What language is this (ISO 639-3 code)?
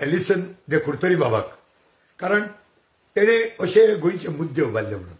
kok